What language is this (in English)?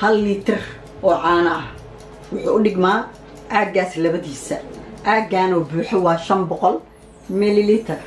Somali